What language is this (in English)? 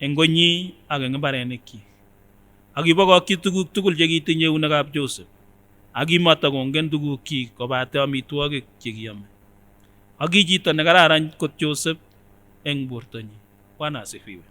Kipsigis